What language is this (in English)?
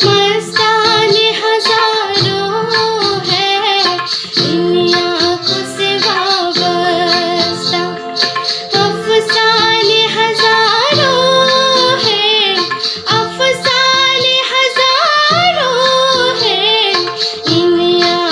Riang (India)